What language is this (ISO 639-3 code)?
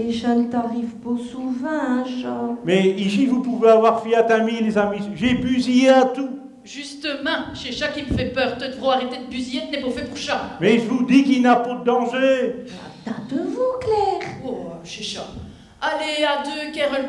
pcd